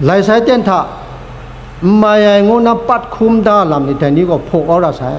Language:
Kachin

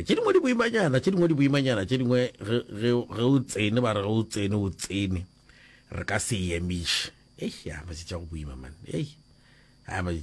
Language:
Northern Sotho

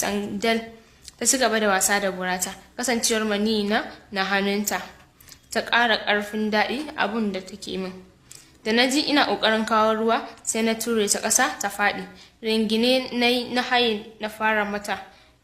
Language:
Hausa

